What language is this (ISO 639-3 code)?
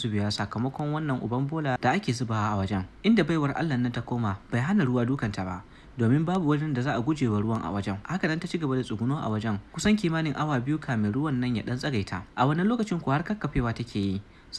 hau